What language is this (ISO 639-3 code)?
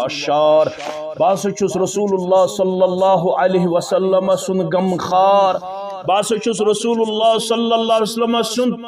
kas